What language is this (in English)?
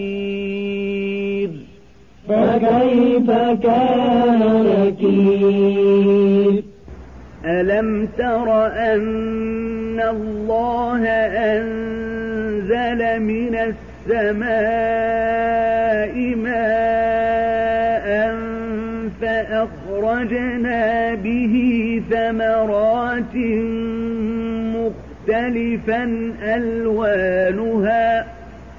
Arabic